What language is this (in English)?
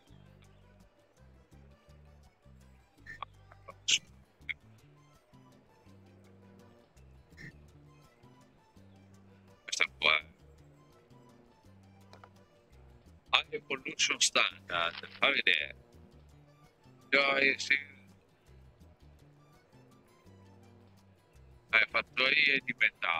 Italian